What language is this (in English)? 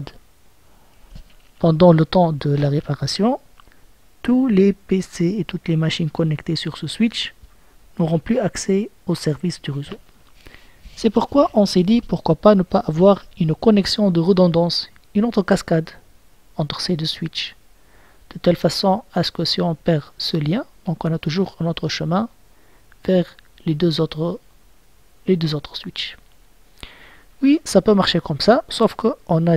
French